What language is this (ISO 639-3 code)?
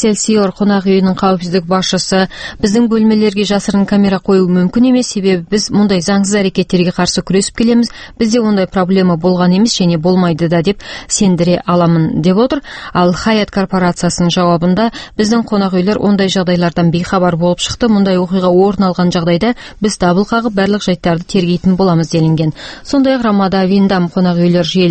kaz